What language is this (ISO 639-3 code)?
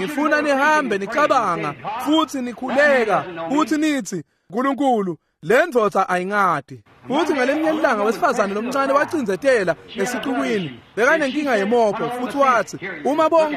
ssw